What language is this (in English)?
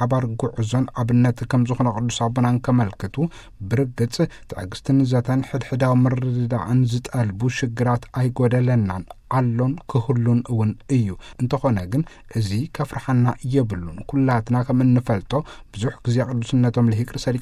Tigrinya